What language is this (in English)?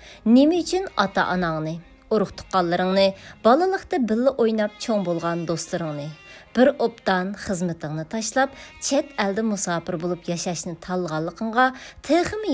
Uyghur